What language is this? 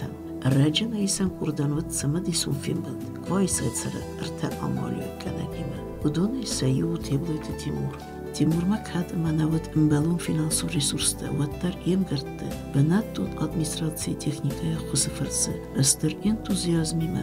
Ossetic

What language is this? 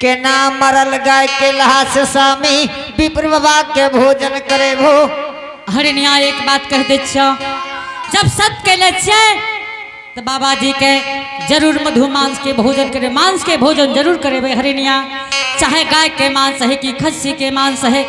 Angika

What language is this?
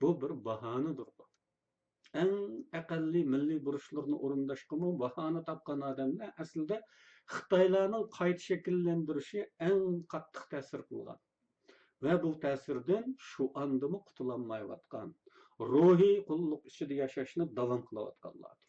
Uyghur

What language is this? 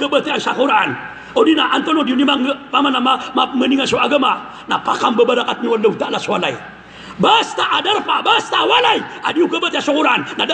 Maranao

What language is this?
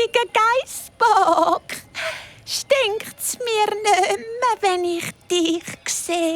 Swiss German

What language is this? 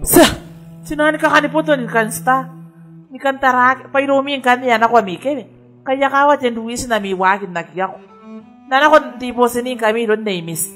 Gilbertese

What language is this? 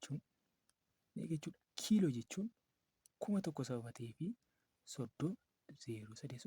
Oromo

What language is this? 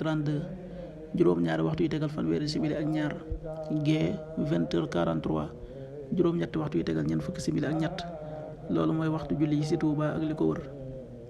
Wolof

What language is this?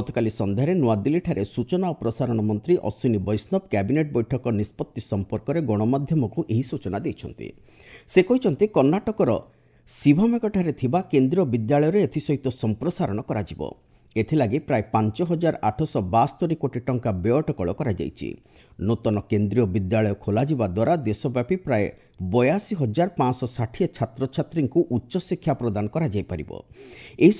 Odia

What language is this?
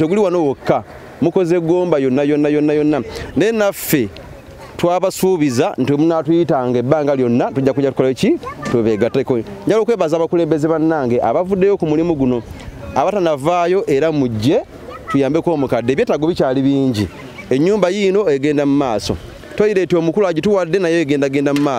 Ganda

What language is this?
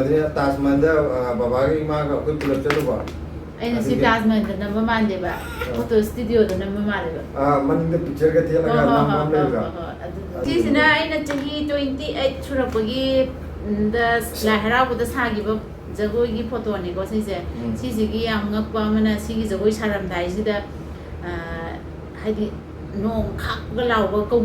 Manipuri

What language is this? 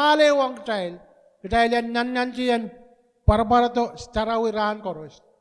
Pohnpeian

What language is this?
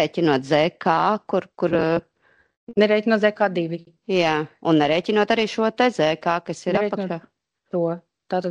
Latvian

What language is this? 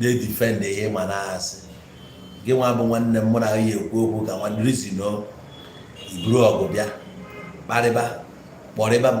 Igbo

